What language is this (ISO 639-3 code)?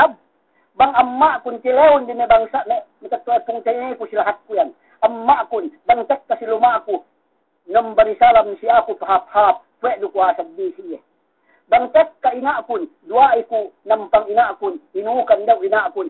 yka